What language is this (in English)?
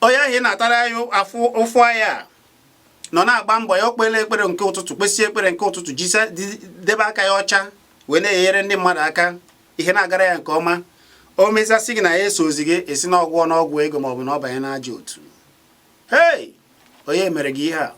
Igbo